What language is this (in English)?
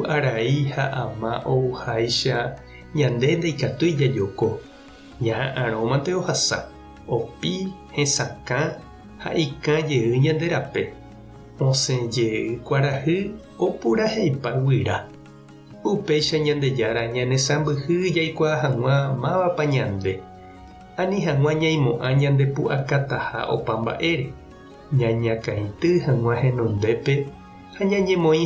Guarani